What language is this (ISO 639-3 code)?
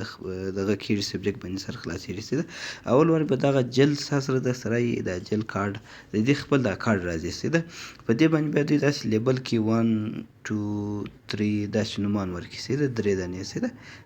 pus